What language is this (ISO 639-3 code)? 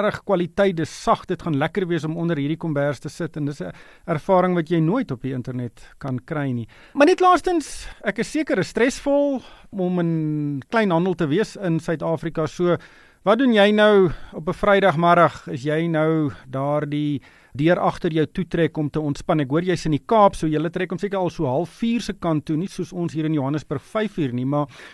afr